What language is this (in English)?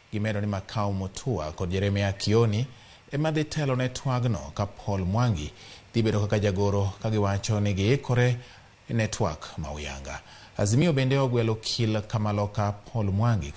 Luo (Kenya and Tanzania)